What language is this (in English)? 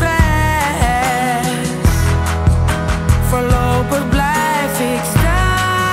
Dutch